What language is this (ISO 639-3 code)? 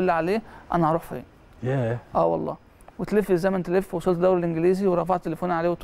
arz